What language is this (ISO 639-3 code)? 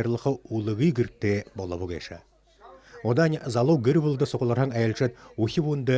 bua